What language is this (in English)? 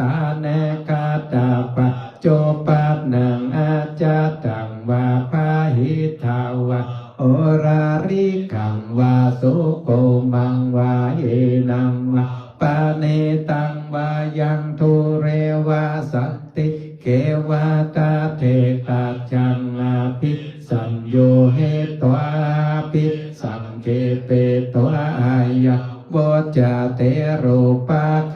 Pali